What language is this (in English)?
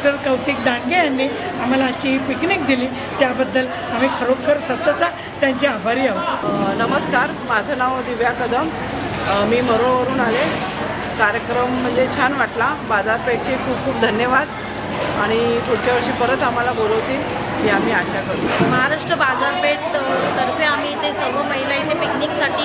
Marathi